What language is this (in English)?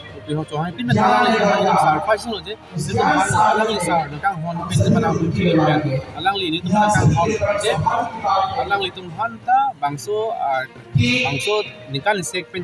Karbi